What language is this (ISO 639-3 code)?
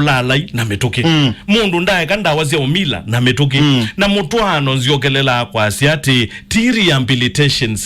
kam